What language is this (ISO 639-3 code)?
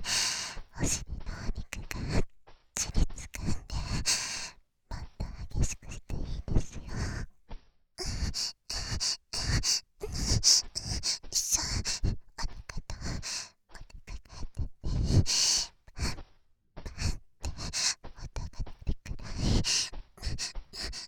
jpn